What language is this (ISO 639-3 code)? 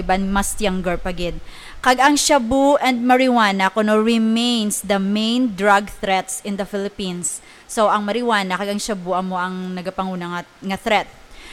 hil